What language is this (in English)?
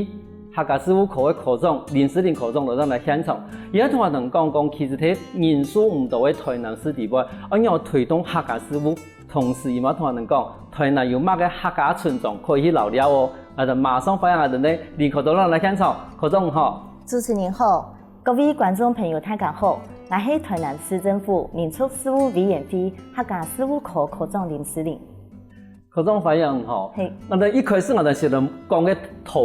Hakka Chinese